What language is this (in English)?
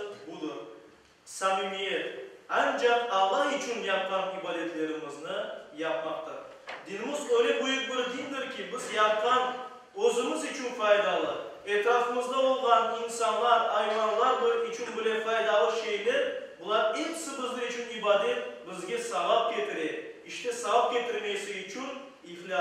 Crimean Tatar